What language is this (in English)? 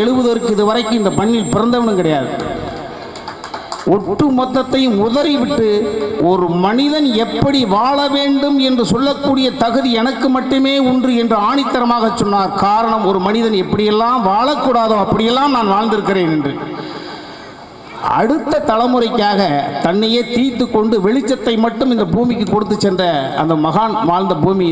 Tamil